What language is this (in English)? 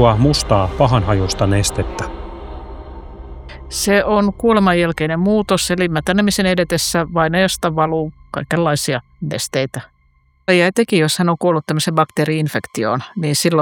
Finnish